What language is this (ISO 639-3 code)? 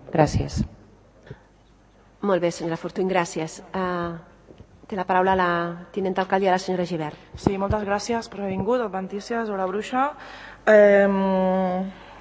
cat